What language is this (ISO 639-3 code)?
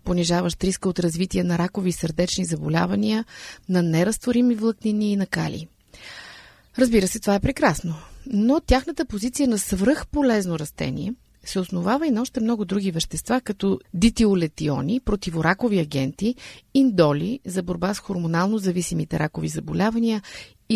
bul